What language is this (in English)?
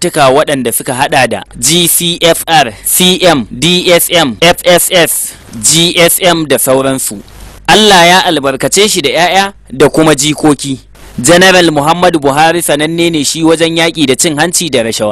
Hausa